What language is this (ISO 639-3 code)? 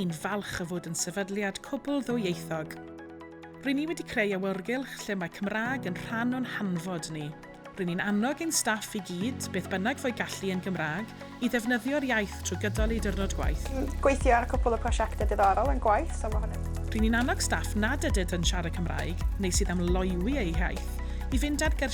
cym